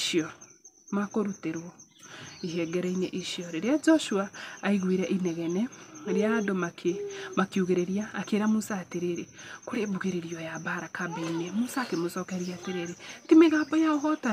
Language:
Kikuyu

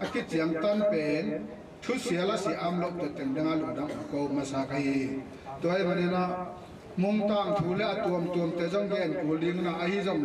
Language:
Tedim Chin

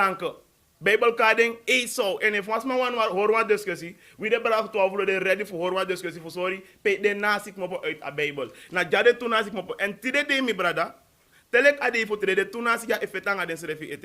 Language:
Sranan Tongo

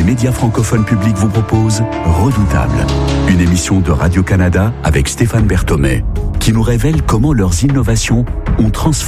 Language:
French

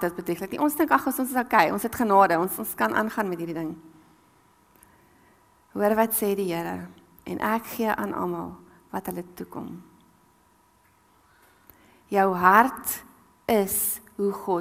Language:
Afrikaans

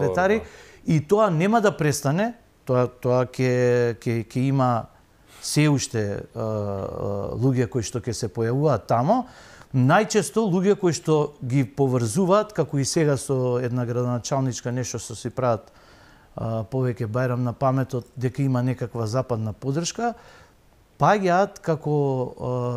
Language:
Macedonian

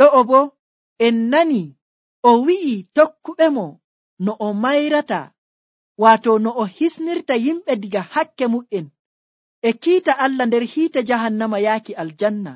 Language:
Nigerian Fulfulde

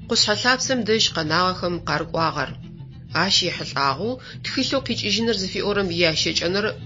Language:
Adyghe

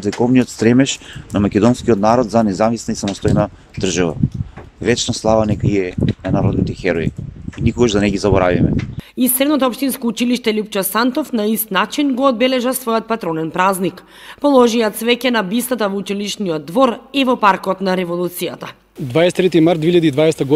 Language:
Macedonian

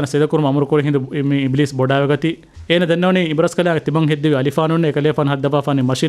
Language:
Divehi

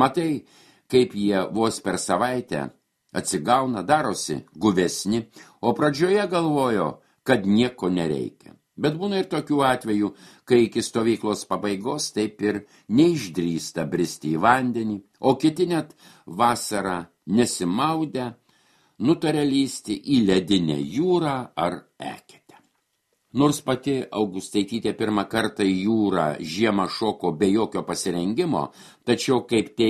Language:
Lithuanian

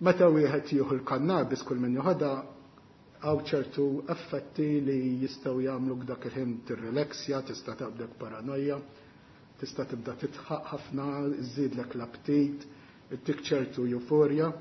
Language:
Maltese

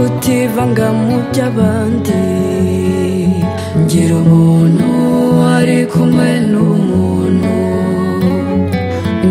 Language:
Kinyarwanda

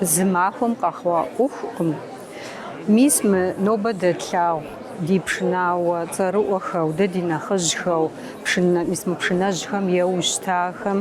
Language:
Kabardian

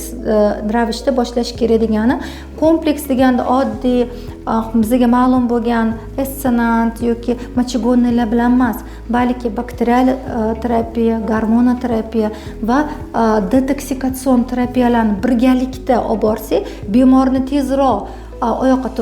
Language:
Uzbek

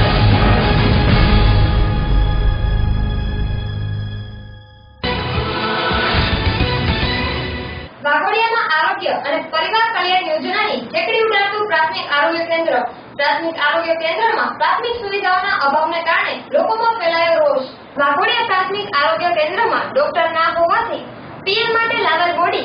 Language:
Gujarati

